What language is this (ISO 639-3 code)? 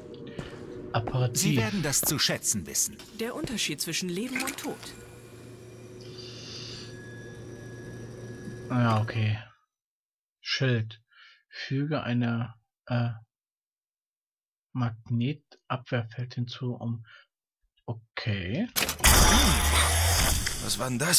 deu